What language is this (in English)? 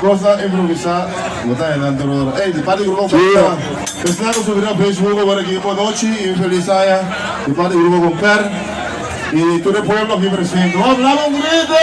Papiamento